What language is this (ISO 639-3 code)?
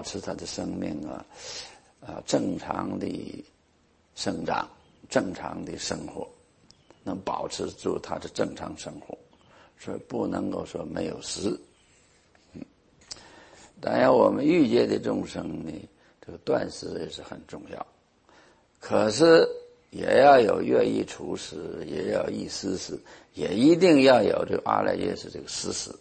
zho